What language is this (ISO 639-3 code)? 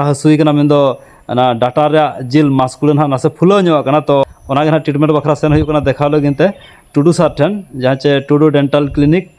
sat